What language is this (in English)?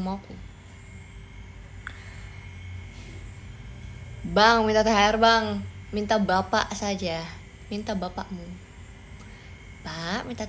Indonesian